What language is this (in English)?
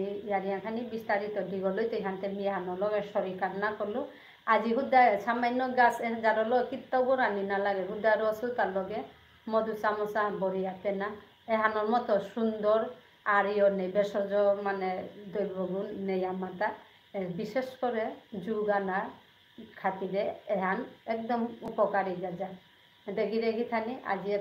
Bishnupriya